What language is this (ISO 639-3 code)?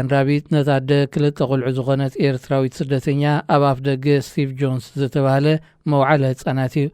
tir